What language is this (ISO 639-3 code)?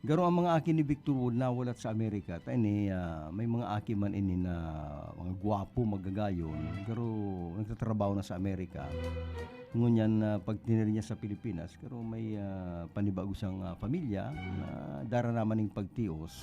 bik